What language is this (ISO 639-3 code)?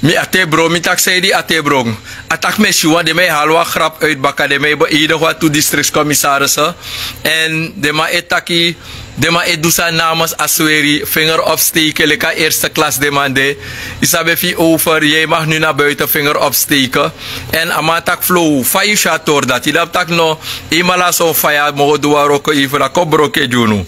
srn